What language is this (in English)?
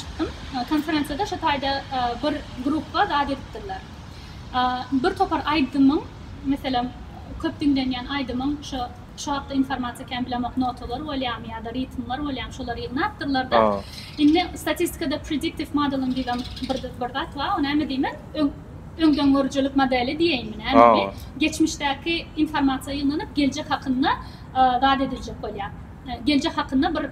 Turkmen